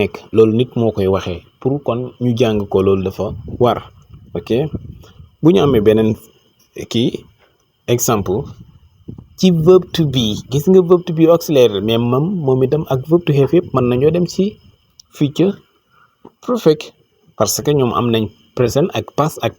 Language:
Wolof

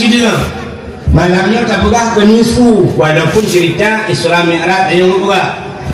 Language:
Achinese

